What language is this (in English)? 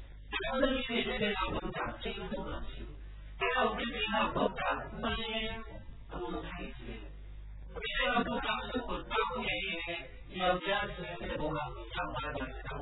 Burmese